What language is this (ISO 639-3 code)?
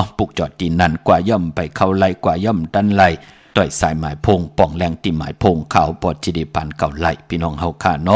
shn